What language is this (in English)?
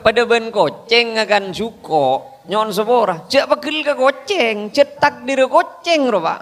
Madurese